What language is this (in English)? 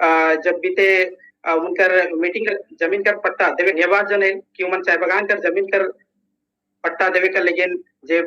Sadri